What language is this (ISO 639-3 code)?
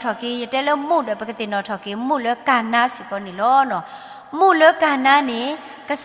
ksw